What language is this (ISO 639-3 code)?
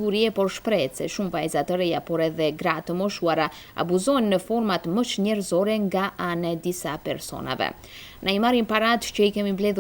sqi